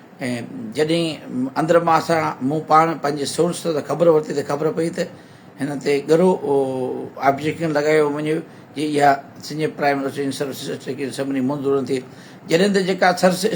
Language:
Sindhi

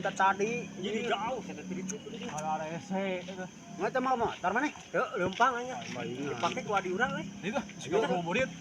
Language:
Sundanese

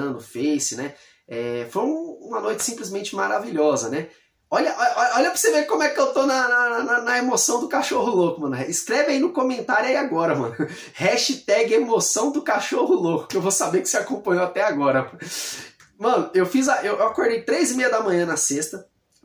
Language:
Portuguese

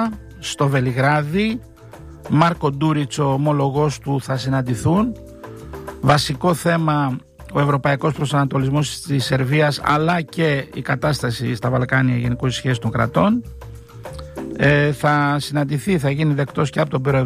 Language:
Greek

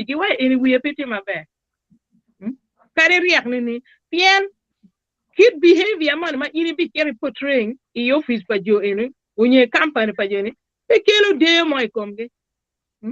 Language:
Acoli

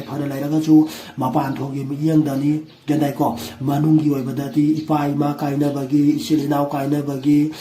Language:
Manipuri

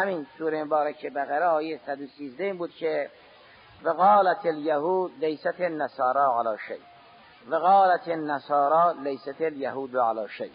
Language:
Persian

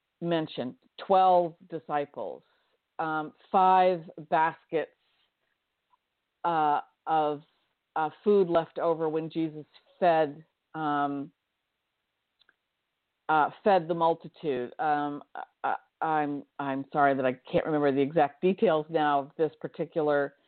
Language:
English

